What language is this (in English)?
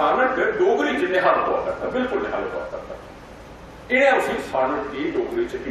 Dogri